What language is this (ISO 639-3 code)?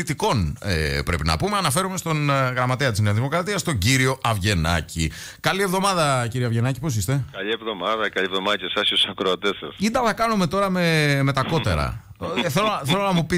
ell